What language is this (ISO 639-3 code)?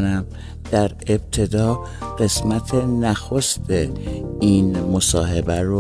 fas